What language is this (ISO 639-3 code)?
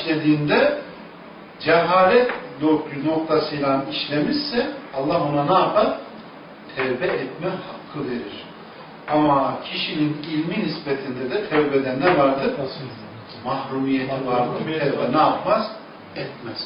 tur